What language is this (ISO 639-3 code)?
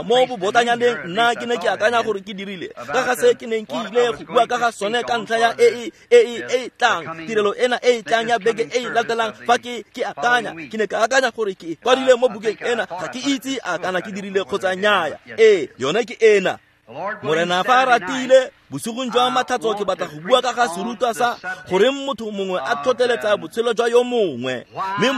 tsn